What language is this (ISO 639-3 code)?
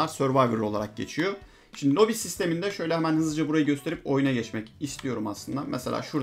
tur